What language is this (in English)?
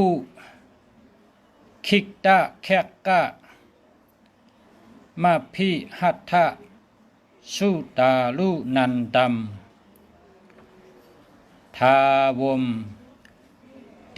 Shan